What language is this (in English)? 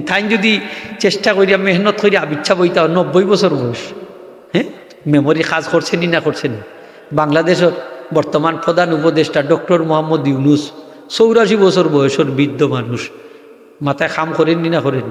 Sylheti